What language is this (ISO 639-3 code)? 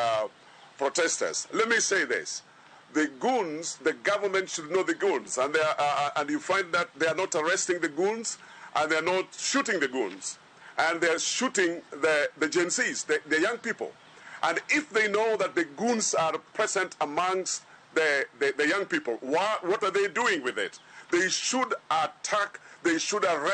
luo